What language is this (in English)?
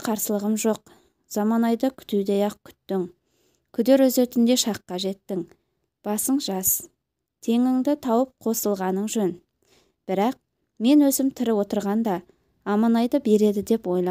Kazakh